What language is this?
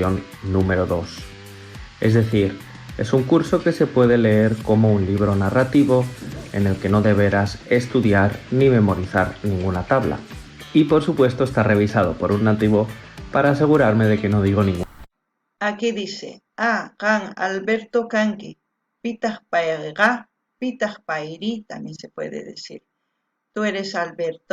South Bolivian Quechua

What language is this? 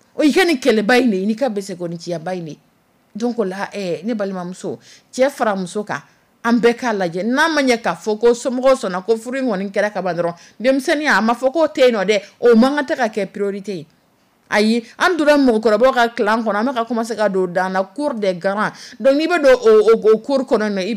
Dyula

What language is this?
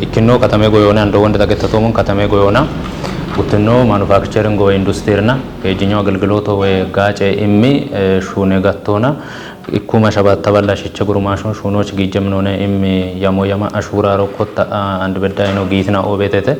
Kafa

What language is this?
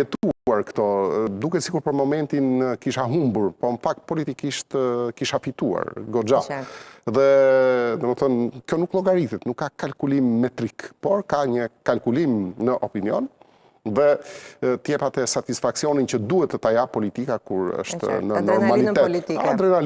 Albanian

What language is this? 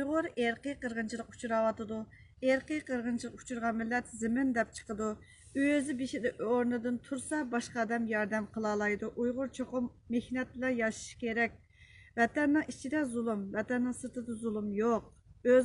Uyghur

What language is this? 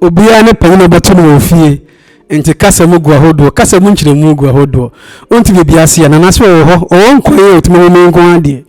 Akan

